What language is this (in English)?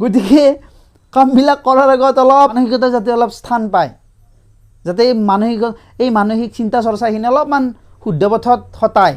Assamese